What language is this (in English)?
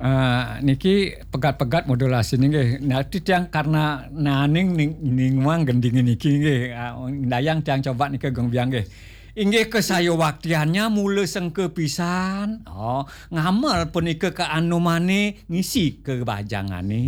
Balinese